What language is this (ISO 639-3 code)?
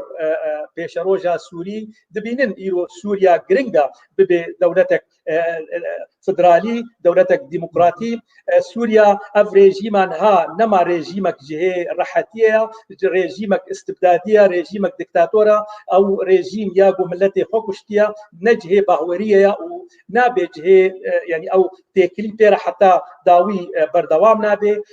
kur